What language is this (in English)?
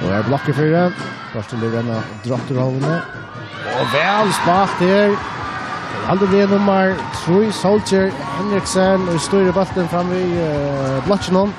Faroese